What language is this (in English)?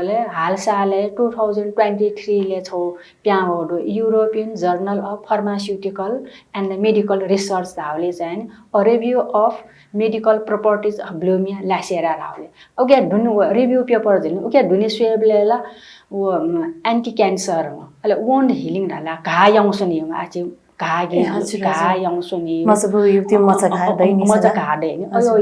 Newari